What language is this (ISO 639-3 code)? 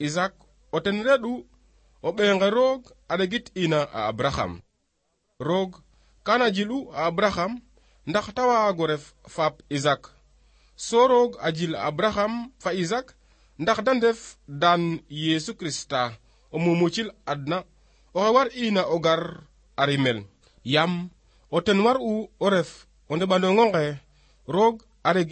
srr